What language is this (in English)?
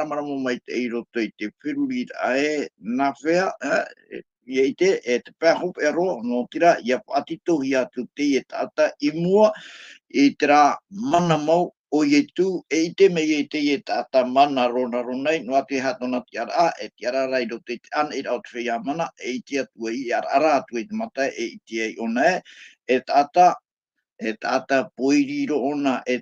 Tahitian